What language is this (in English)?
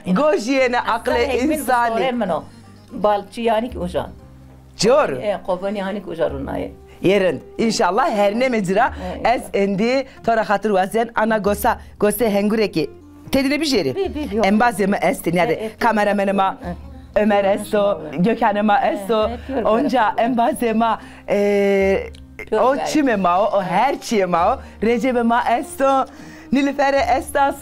Zaza